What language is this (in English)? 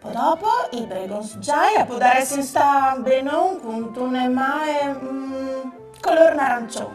Friulian